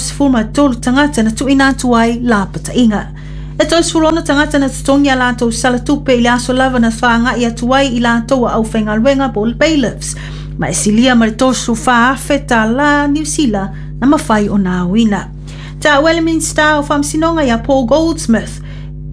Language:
Samoan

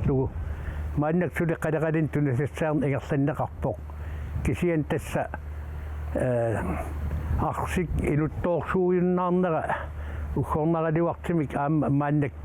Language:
Kalaallisut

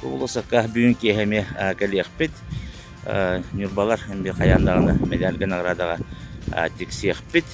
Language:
Yakut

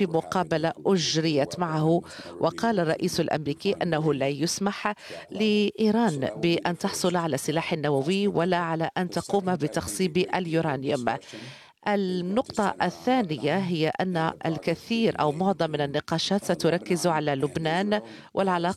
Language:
Arabic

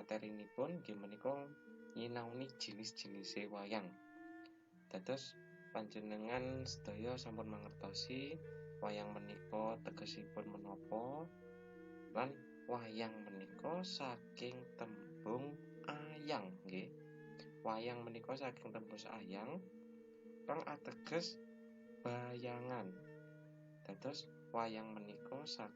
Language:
Javanese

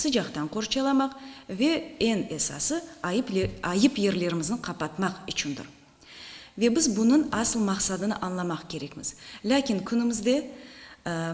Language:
Crimean Tatar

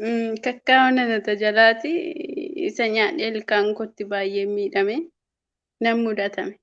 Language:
Oromo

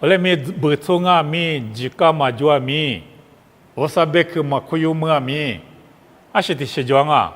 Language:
Lisu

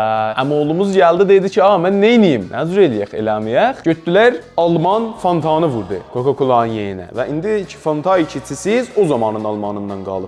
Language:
South Azerbaijani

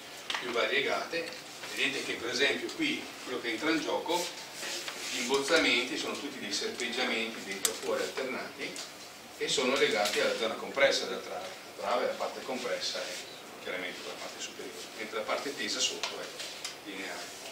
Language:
Italian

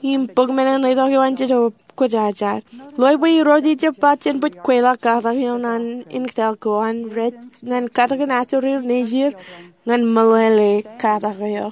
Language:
Marshallese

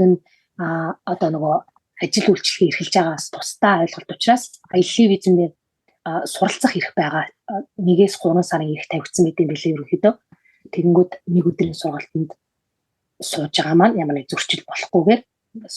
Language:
Mongolian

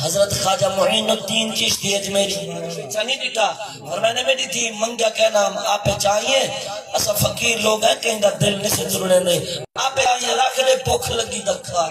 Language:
Saraiki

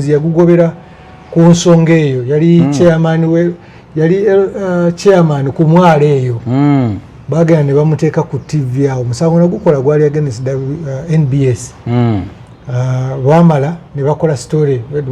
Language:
Ganda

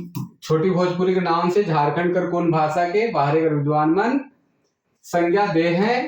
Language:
Sadri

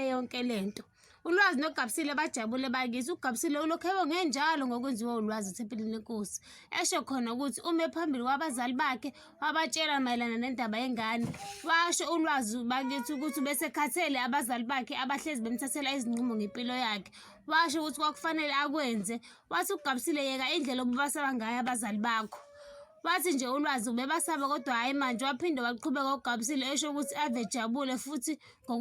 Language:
Zulu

